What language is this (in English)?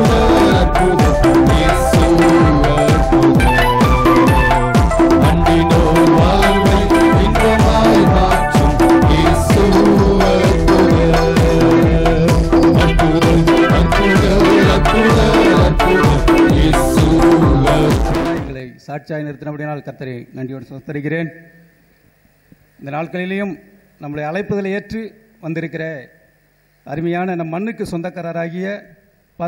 Tamil